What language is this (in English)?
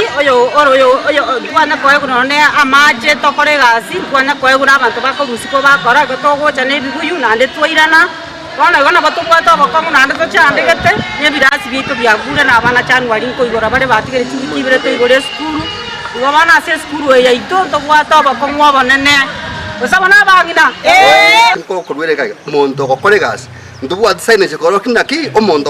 Gusii